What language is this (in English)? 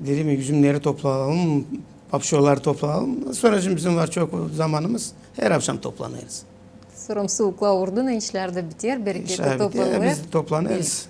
Gagauz